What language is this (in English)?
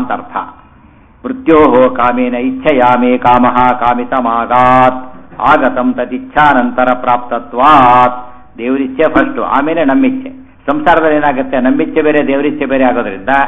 Kannada